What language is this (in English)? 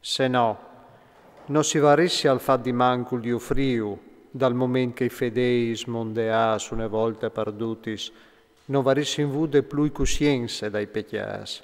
Friulian